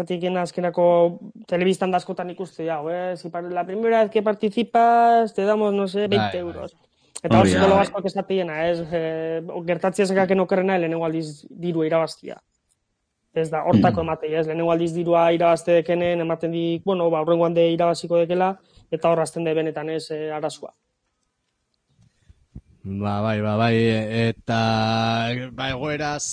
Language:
Basque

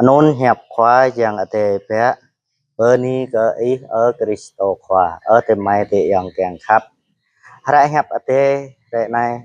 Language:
Jarai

